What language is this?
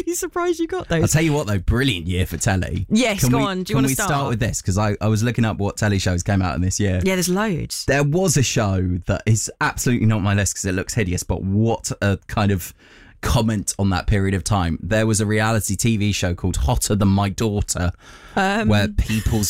English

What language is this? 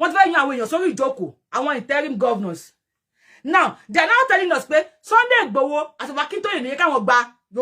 Yoruba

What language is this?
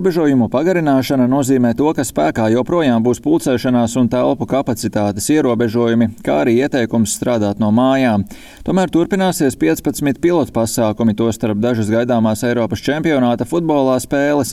Latvian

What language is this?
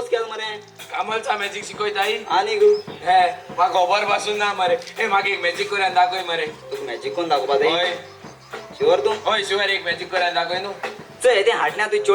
Konkani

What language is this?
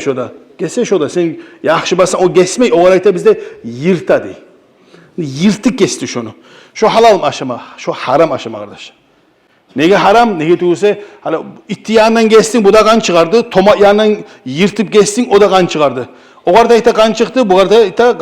Kumyk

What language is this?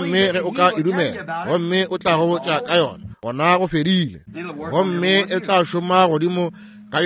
Northern Sotho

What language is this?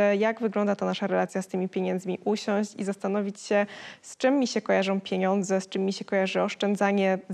Polish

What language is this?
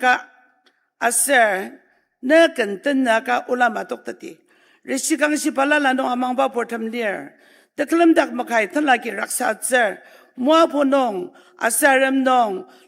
Ao Naga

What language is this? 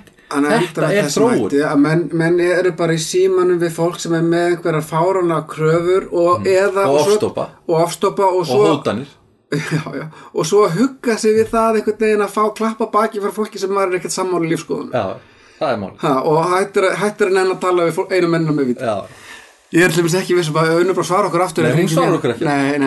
Icelandic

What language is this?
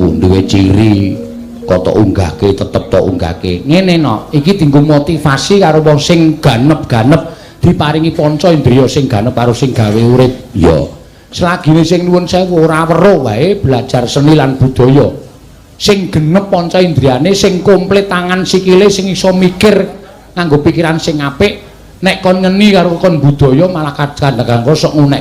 Javanese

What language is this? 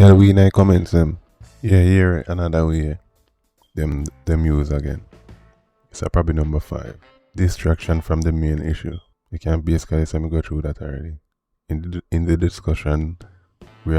Jamaican Creole English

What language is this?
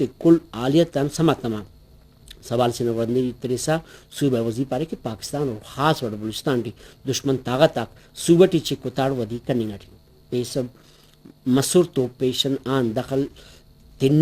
Brahui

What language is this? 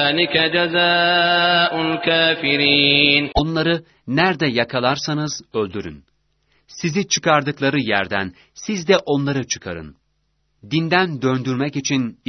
Turkish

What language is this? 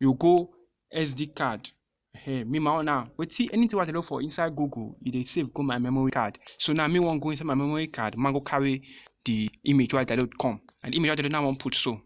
Nigerian Pidgin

